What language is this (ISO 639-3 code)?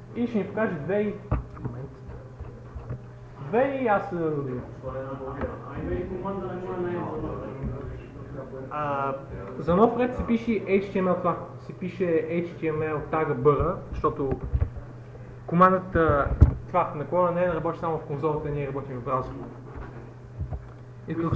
bul